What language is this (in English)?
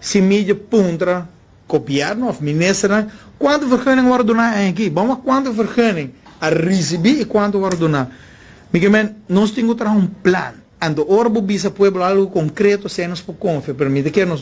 Papiamento